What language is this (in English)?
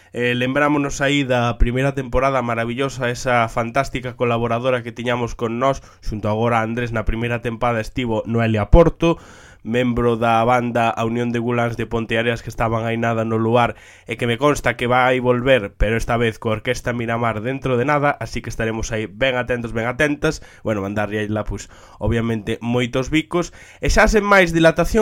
Galician